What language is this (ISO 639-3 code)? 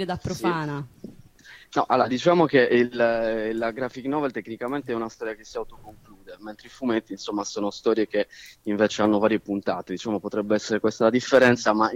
ita